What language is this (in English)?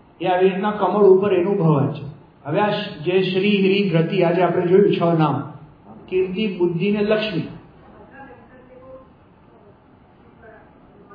Gujarati